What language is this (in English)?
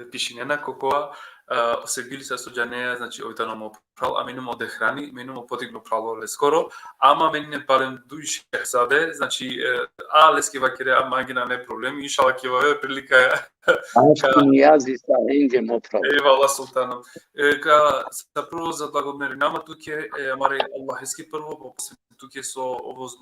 Balkan Romani